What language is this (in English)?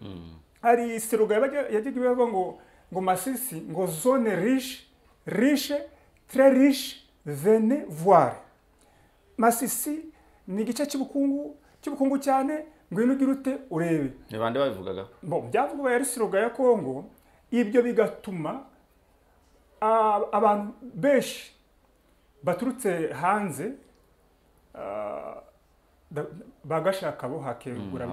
Kinyarwanda